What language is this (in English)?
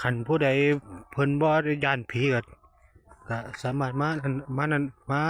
Northeastern Thai